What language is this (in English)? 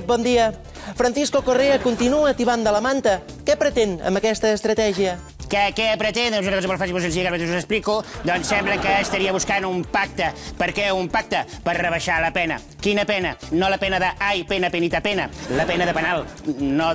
Catalan